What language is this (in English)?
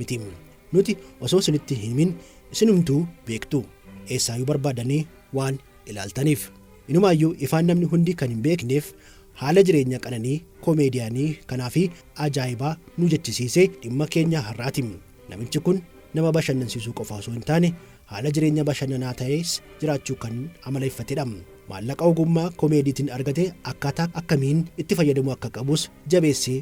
Oromo